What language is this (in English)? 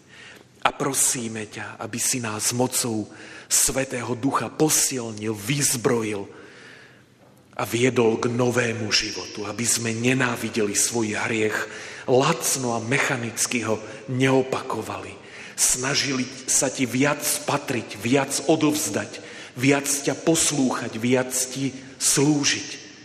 Slovak